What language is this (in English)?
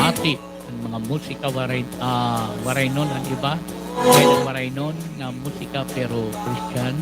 Waray